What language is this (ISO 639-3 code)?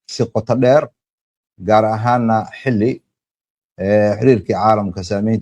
som